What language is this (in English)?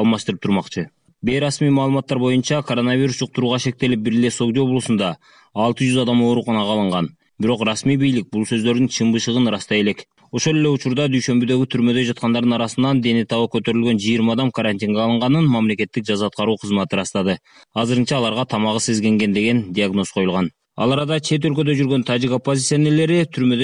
Kyrgyz